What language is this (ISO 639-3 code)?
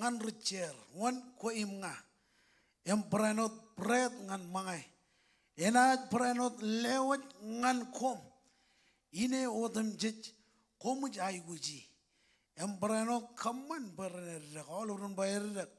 mah